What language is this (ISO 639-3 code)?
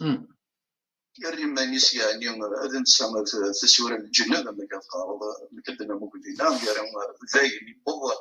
kab